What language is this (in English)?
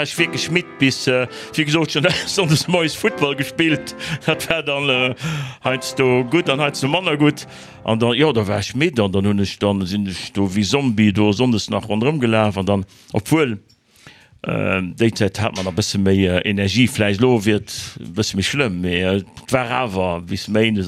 Luxembourgish